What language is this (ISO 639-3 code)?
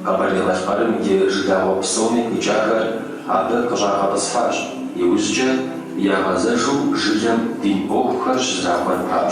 kbd